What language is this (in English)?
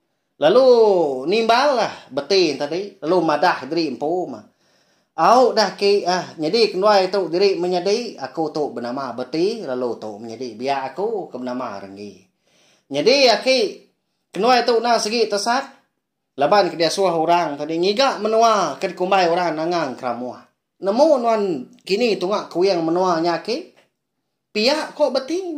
Iban